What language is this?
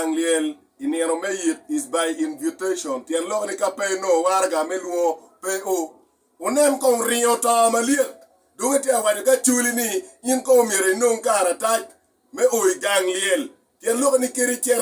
Acoli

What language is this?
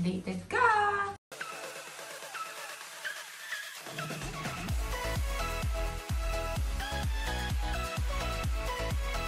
Filipino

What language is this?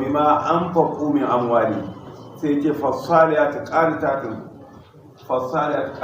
Hausa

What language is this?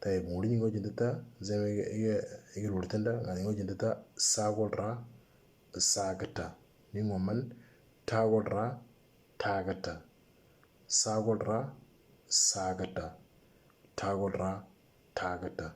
Moro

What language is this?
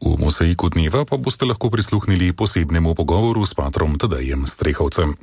Slovenian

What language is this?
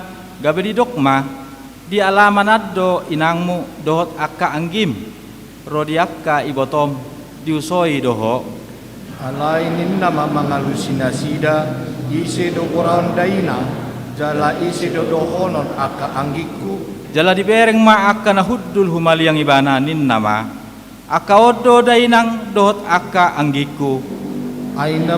Batak Toba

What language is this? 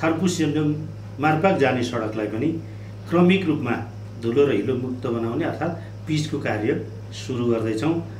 Nepali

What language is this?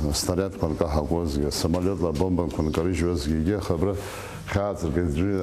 Abkhazian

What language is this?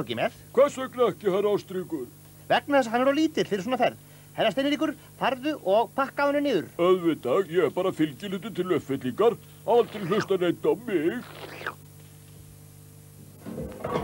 Icelandic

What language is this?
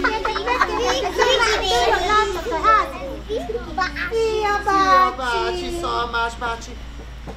Hungarian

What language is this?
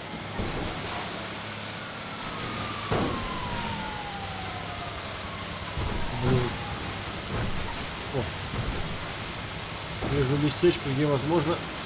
Russian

